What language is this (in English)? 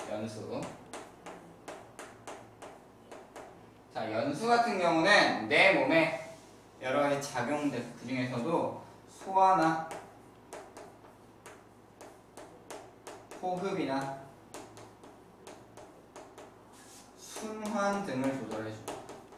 Korean